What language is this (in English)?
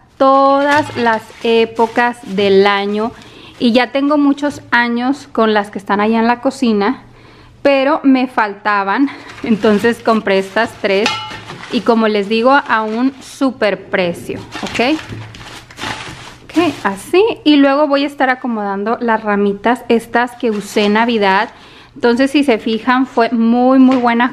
Spanish